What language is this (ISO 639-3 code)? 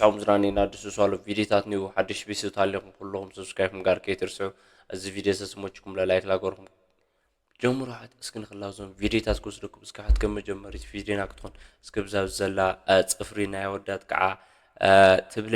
tir